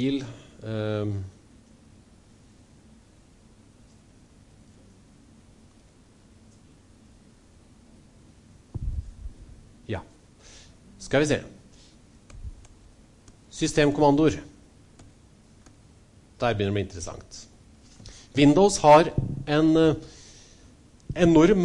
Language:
Norwegian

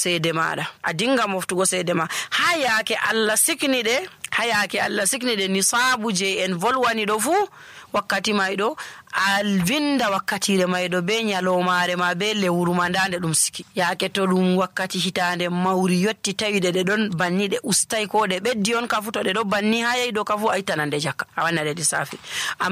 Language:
Nigerian Fulfulde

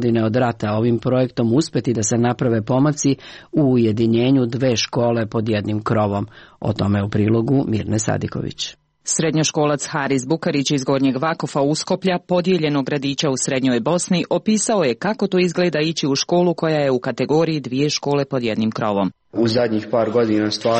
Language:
Serbian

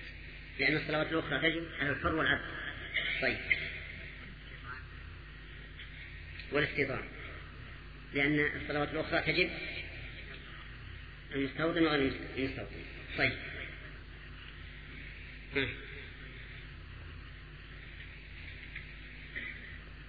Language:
Arabic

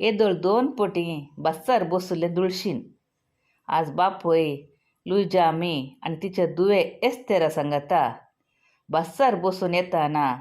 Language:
Konkani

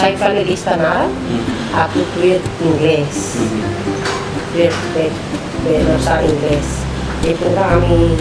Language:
Tetum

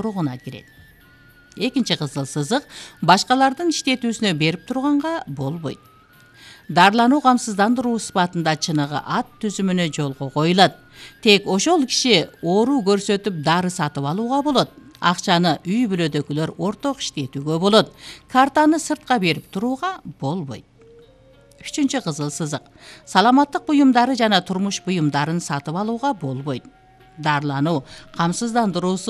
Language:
Kyrgyz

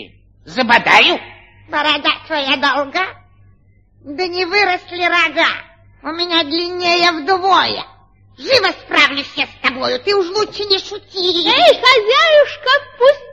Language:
Russian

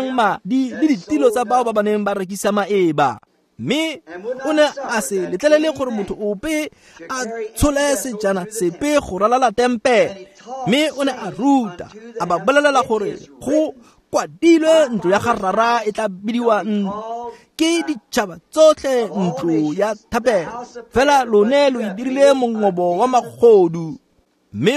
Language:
Tswana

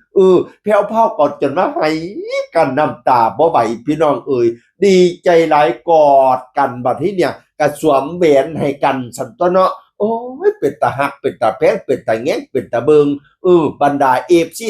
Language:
Northeastern Thai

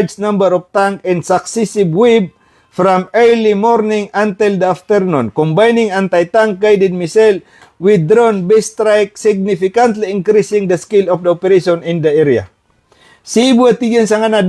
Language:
Maranao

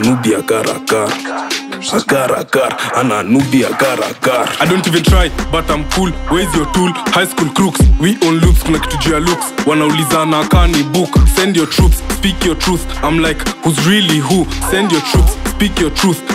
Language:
Swahili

